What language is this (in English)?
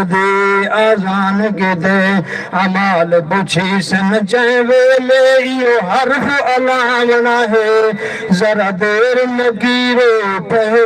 Saraiki